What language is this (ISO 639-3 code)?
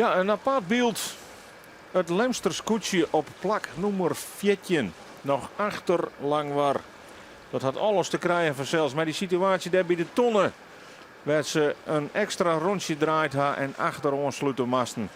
fry